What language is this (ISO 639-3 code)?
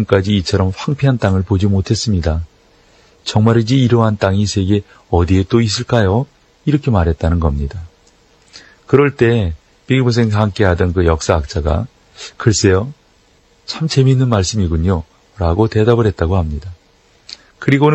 kor